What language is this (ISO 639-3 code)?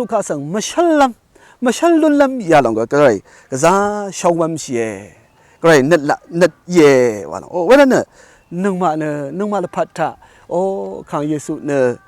raw